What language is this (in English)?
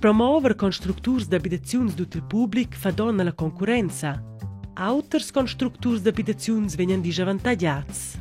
Romansh